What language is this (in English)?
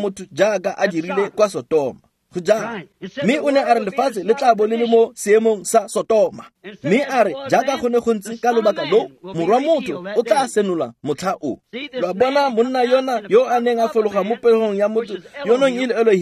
Tswana